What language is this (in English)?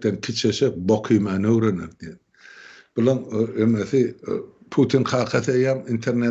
Turkmen